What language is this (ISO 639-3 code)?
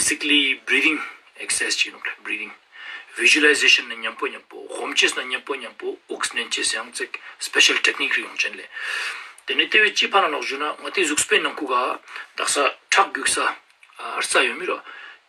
lbj